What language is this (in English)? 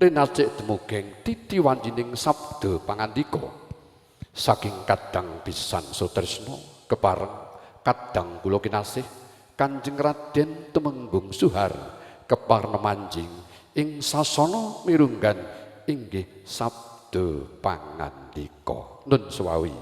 Javanese